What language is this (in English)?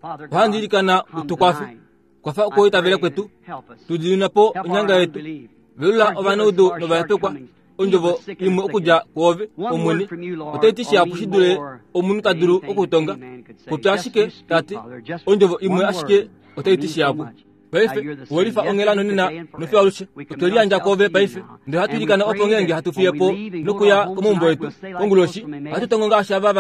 Kuanyama